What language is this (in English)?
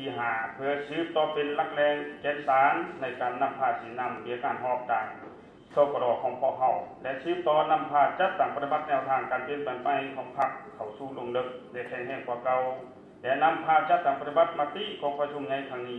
Lao